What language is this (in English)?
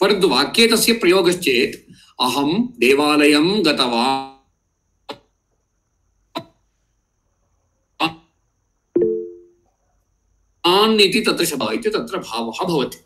Sanskrit